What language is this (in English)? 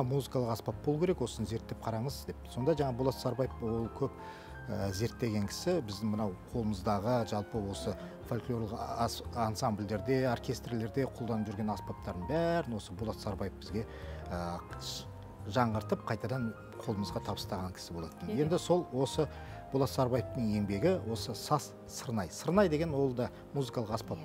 Kazakh